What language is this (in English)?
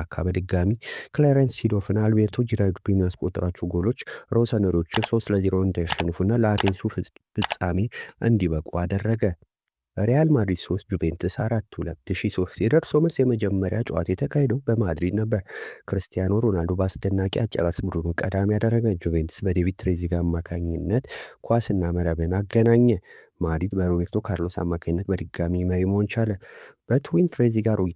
Amharic